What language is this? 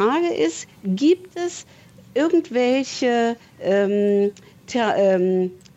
German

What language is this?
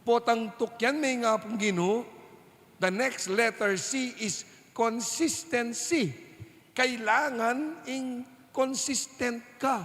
Pampanga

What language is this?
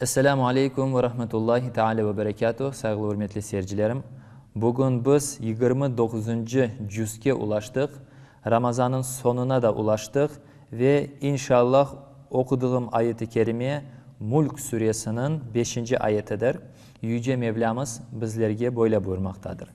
Crimean Tatar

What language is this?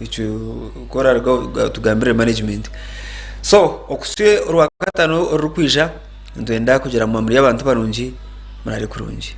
Nyankole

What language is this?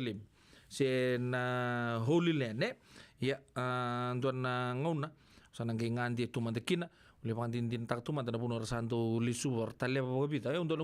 Fijian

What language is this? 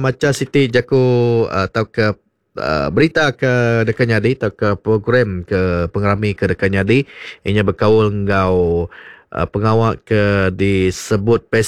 Iban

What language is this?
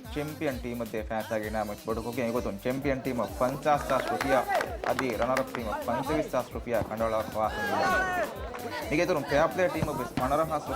Divehi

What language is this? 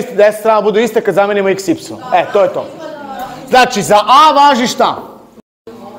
Serbian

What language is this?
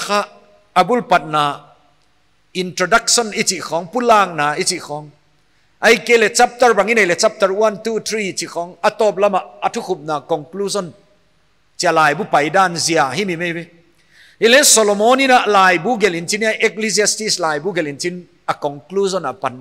Paite Chin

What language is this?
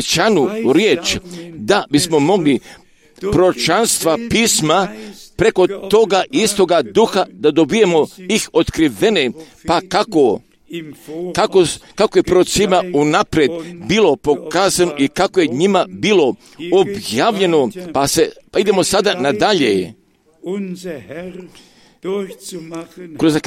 Croatian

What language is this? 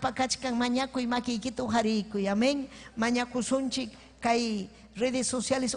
Ayacucho Quechua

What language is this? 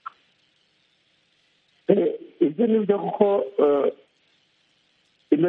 Kinyarwanda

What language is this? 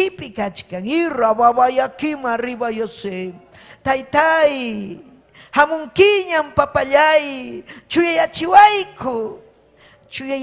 Ayacucho Quechua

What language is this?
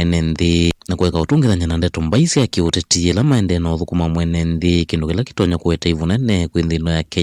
Kamba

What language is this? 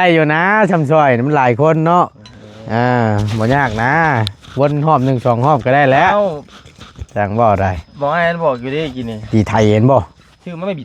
Northeastern Thai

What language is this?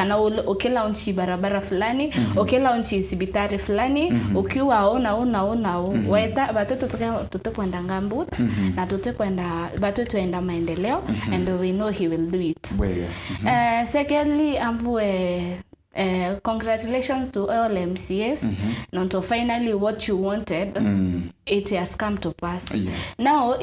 Meru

